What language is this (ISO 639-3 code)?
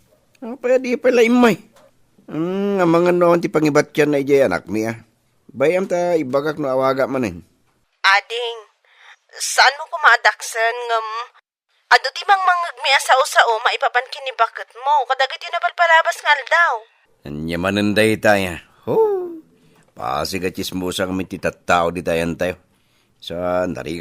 ilo